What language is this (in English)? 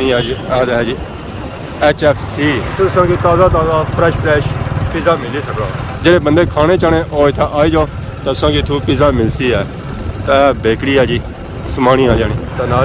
Pahari-Potwari